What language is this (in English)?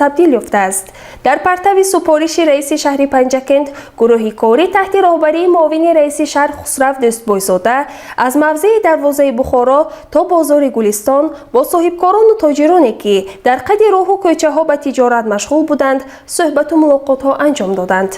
Tajik